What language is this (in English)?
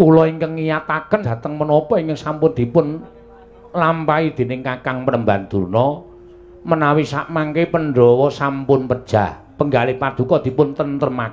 Javanese